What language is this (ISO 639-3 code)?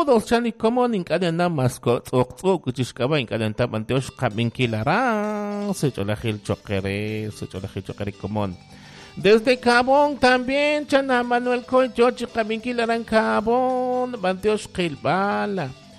kek